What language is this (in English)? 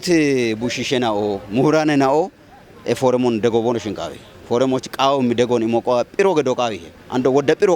Kafa